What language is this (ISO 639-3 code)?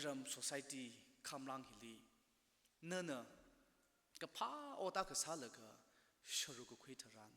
nmf